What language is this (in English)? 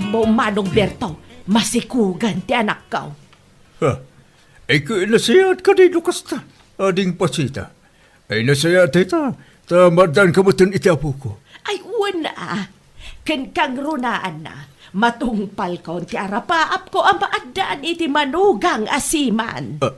Iloko